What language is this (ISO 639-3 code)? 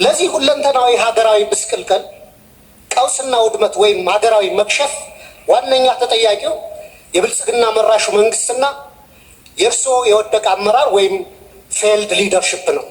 amh